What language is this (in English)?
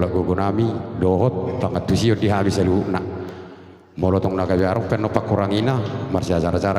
Batak Toba